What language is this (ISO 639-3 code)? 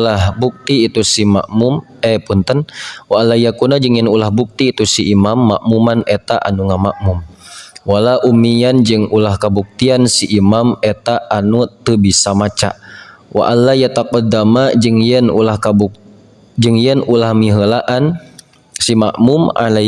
sun